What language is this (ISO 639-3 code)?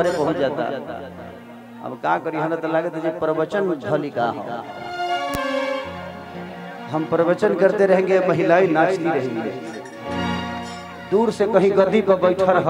bho